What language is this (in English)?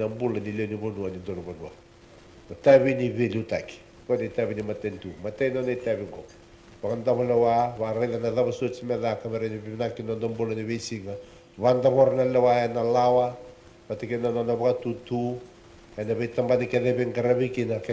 Fijian